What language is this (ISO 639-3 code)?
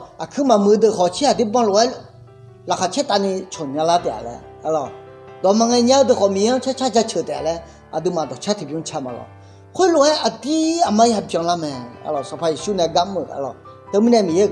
ahk